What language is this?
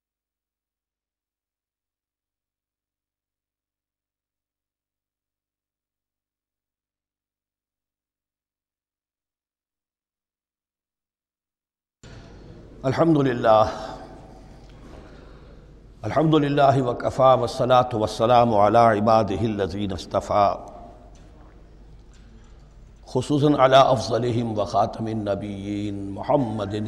Urdu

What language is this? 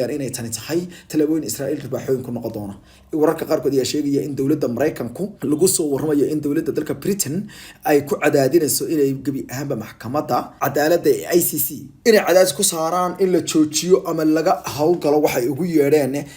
Somali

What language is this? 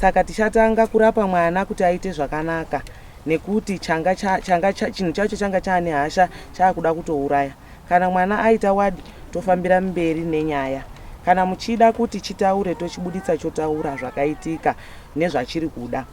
Shona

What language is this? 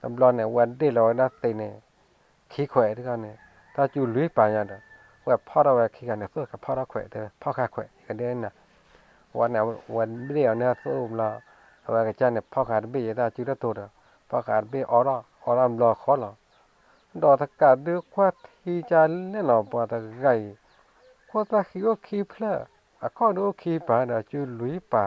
S'gaw Karen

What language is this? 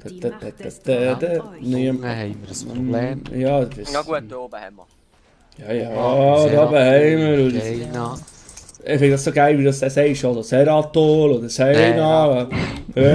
Swiss German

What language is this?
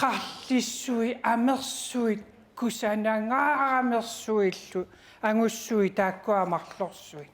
Kalaallisut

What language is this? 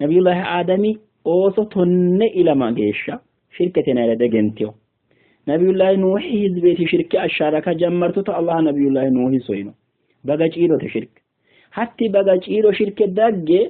Sidamo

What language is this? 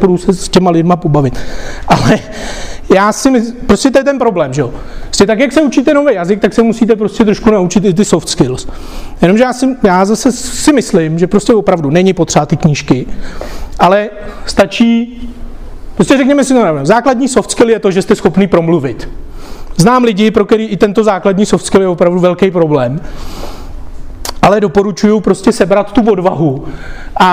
Czech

